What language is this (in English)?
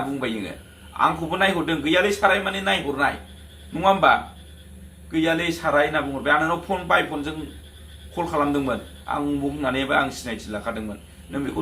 Bodo